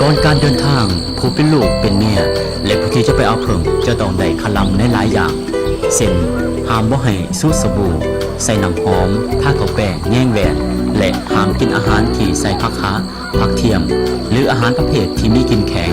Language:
Lao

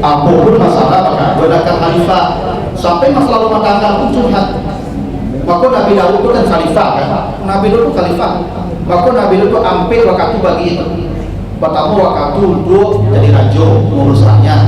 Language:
Minangkabau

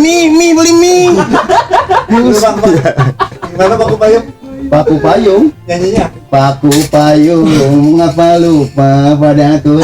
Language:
Betawi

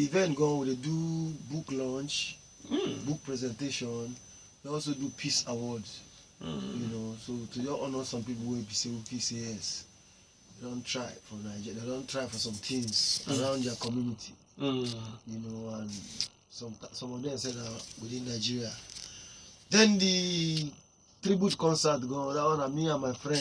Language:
Nigerian Pidgin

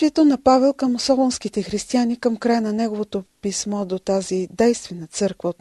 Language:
Bulgarian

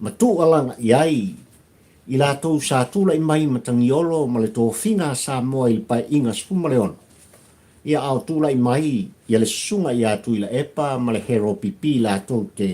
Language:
Samoan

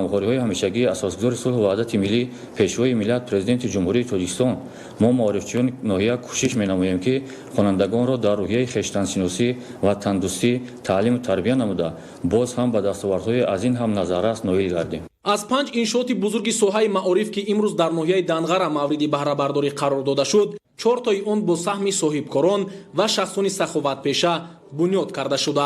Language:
Tajik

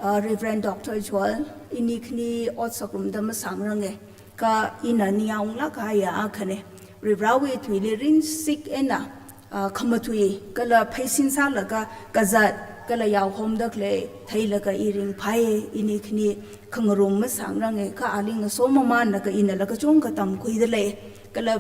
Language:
Tangkhul Naga (India)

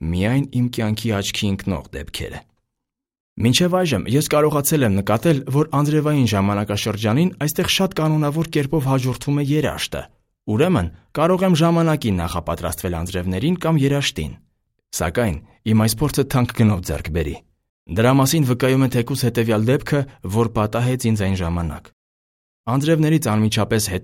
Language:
Armenian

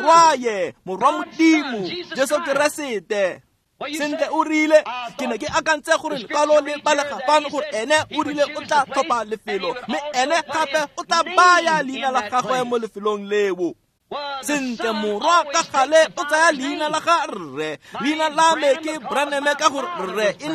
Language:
Tswana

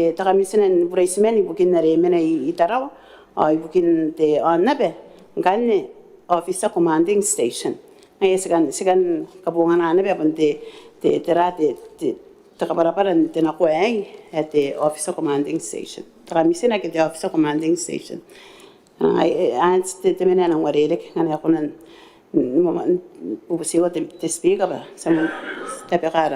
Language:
Gilbertese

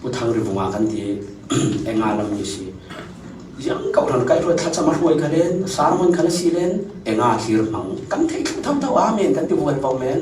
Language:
Falam Chin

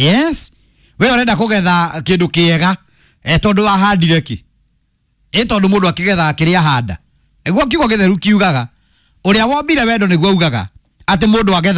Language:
Kikuyu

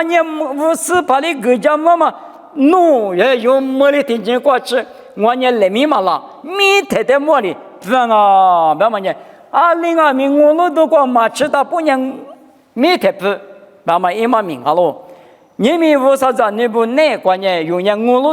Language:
Lisu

